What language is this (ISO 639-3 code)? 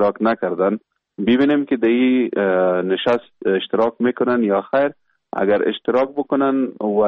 fas